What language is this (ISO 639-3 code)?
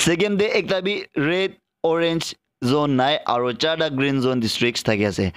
nag